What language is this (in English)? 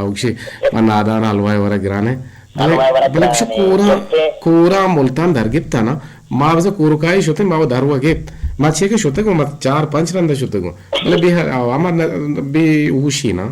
Eastern Balochi